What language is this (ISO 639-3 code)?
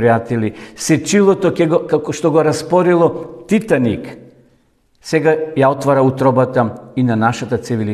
mkd